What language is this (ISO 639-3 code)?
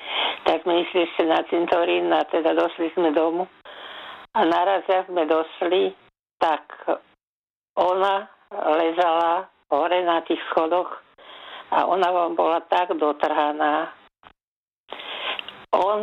slk